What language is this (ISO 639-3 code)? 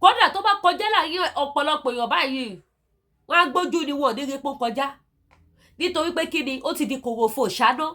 yor